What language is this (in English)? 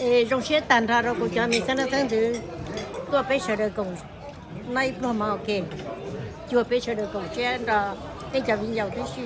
Hmong